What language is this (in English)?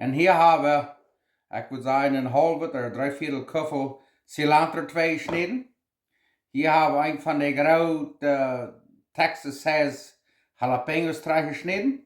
Plautdietsch